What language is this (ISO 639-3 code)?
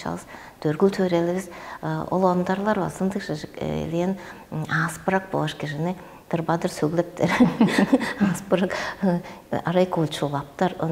tyv